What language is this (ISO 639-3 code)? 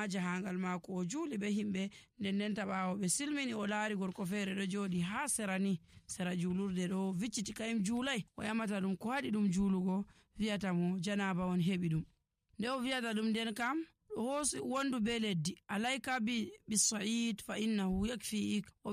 fuv